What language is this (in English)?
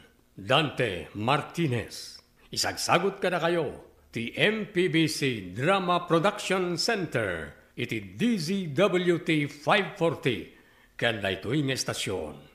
Iloko